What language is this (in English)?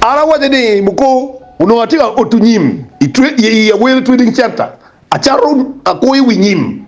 Acoli